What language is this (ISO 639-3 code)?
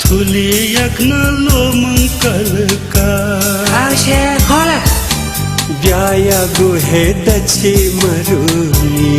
new